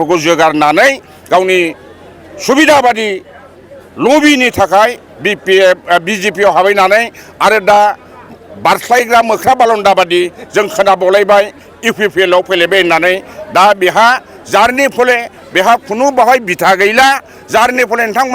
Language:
Bodo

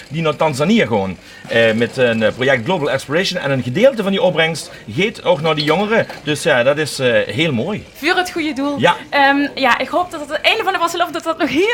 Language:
Limburgish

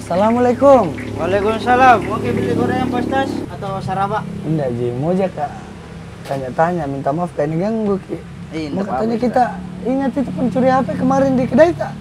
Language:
Makassar Malay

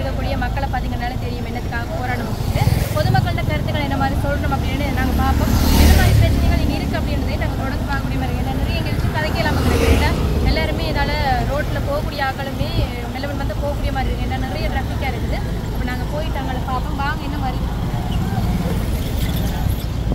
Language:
Tamil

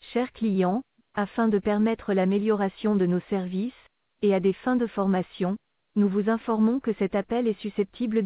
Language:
French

